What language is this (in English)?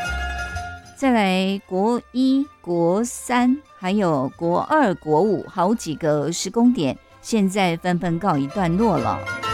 Chinese